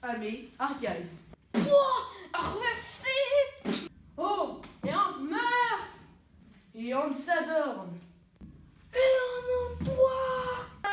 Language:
Breton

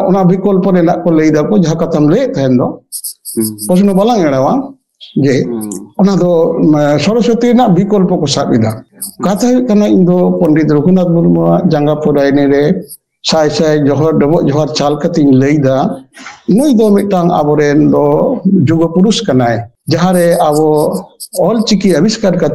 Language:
Santali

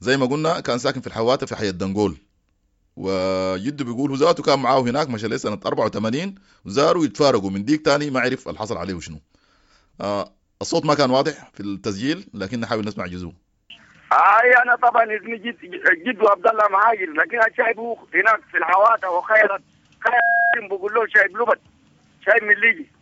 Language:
Sudanese Arabic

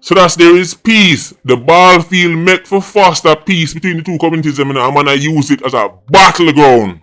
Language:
Jamaican Creole English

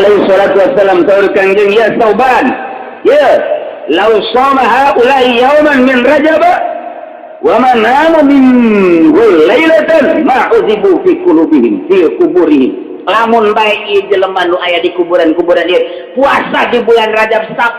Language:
Sundanese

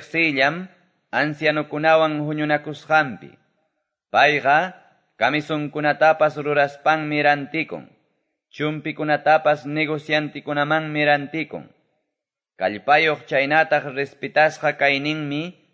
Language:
Quechua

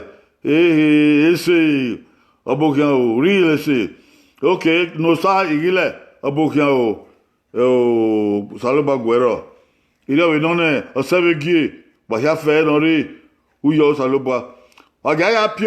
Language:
Bini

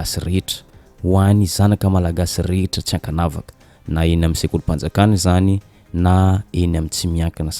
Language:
Malagasy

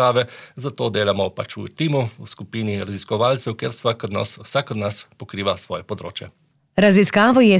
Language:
Slovenian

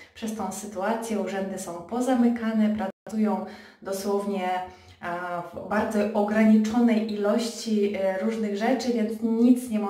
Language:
Polish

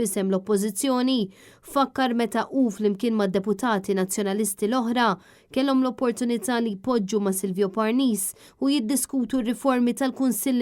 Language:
Maltese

